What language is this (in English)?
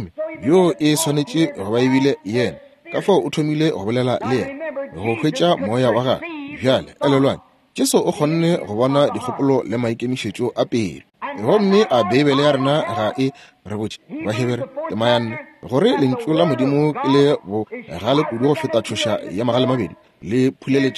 Northern Sotho